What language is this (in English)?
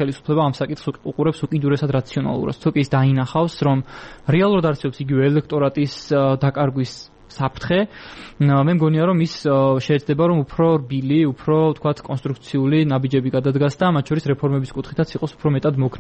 Georgian